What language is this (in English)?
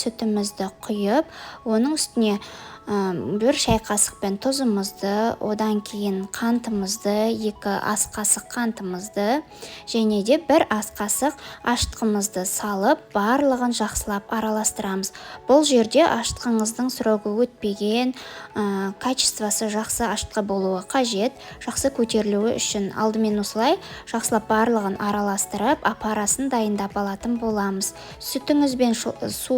Kazakh